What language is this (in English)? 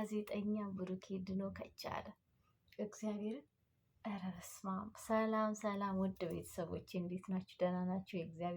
Amharic